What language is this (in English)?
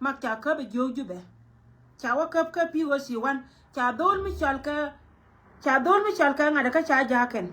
Nuer